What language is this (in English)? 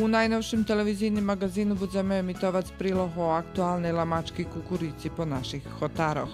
Rusyn